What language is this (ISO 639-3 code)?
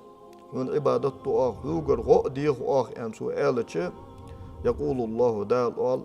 inh